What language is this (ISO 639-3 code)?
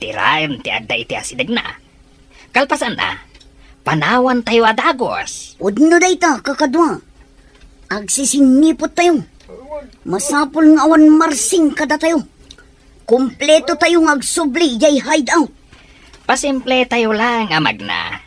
ilo